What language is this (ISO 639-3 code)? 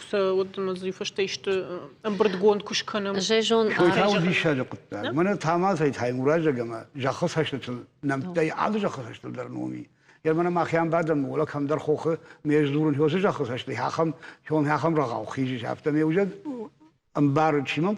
oss